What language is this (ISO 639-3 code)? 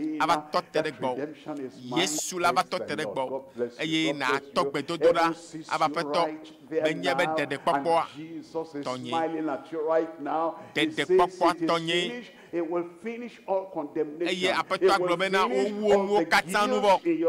ewe